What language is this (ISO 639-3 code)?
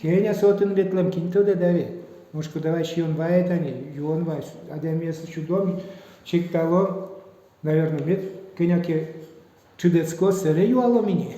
udm